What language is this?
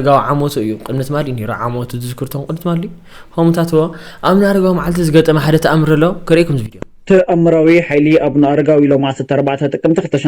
Tigrinya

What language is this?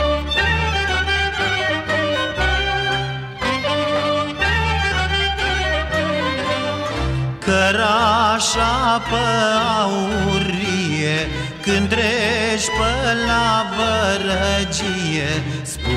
Romanian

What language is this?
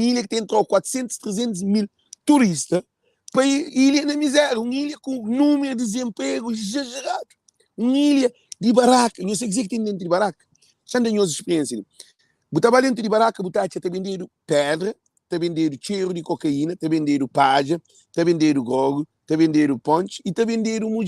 Kabuverdianu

